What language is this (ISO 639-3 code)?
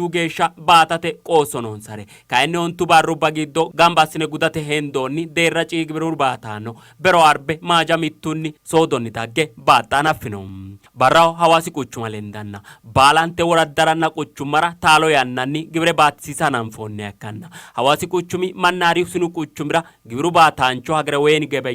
sid